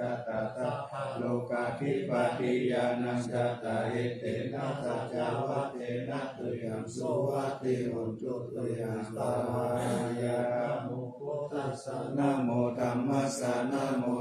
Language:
Pali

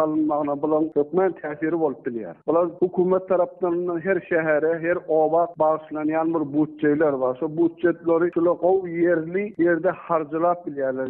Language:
Turkmen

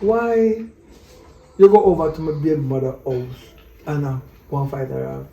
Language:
Jamaican Creole English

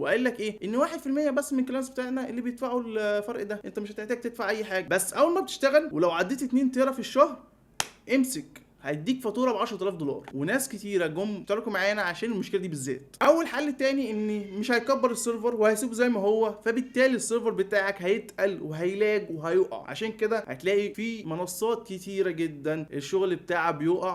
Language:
Egyptian Arabic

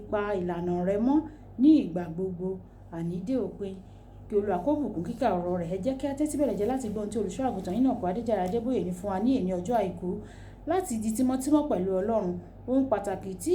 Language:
Yoruba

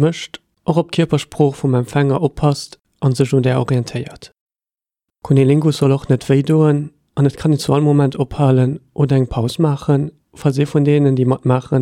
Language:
Luxembourgish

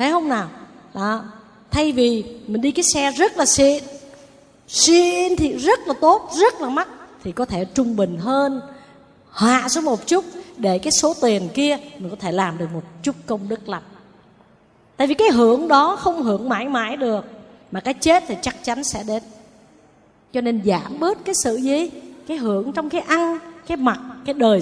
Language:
Vietnamese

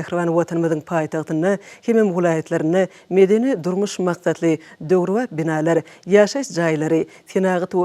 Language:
Turkmen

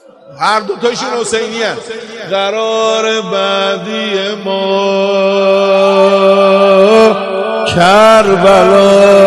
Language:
Persian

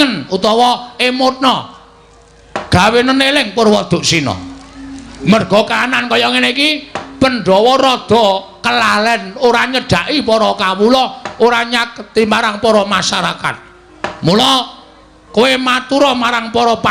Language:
Javanese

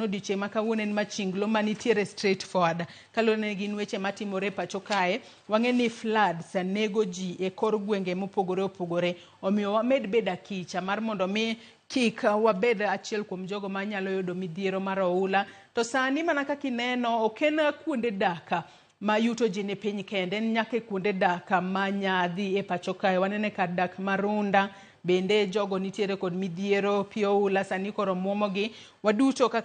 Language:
Luo (Kenya and Tanzania)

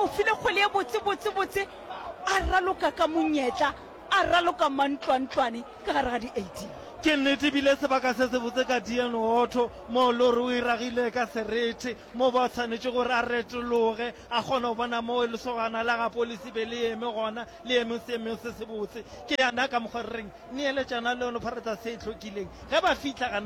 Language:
Northern Sotho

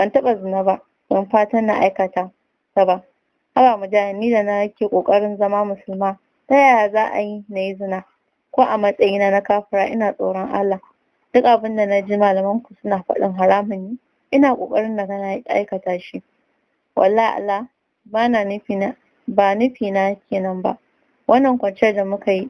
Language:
Hausa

